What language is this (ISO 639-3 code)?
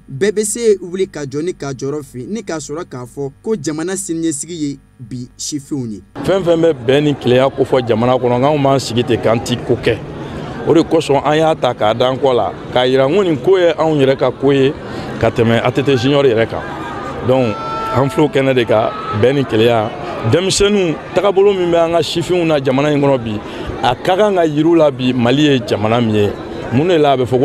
bam